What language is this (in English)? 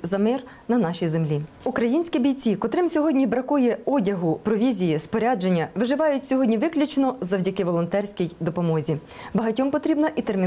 Ukrainian